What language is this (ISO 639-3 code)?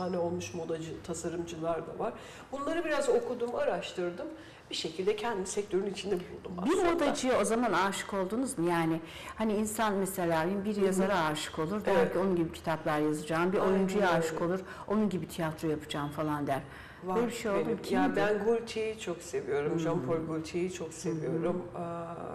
tur